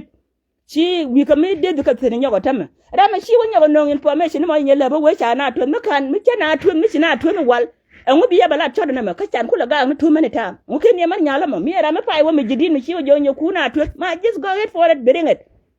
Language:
Nuer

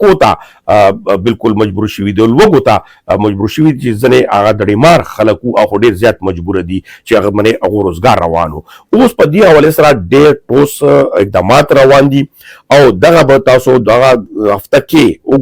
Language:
Pashto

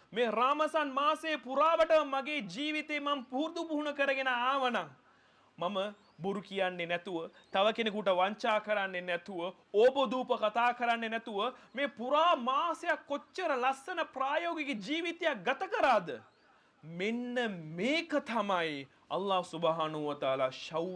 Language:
Sinhala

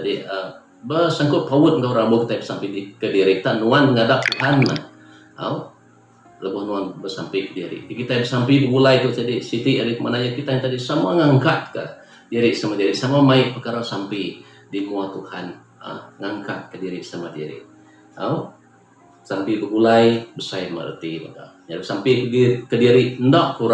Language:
Iban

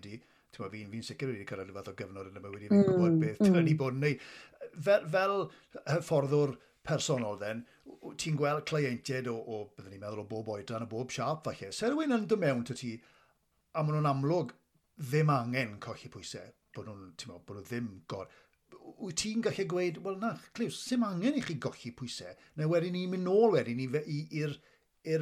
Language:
Welsh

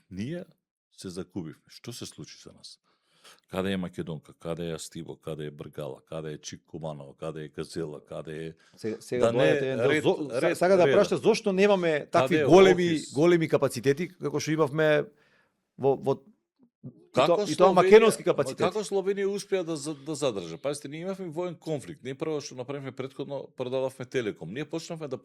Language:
Macedonian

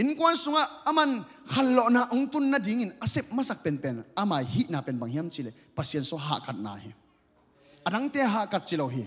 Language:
Tedim Chin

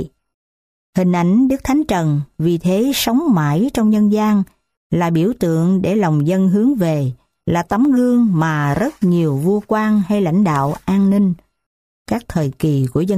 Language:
Vietnamese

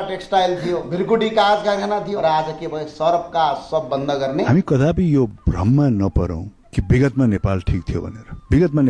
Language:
Nepali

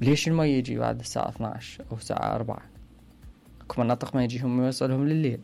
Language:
Mesopotamian Arabic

